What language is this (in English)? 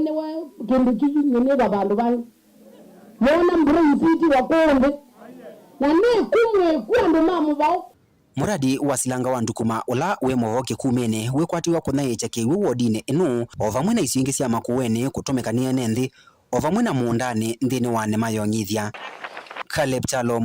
Kamba